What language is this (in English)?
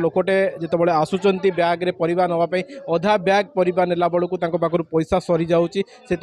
Odia